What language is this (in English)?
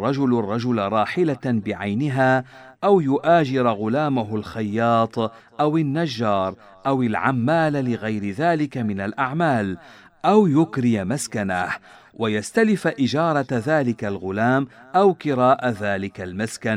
Arabic